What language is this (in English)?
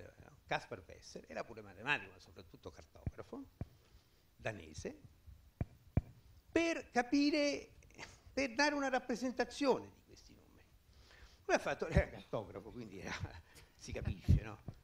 Italian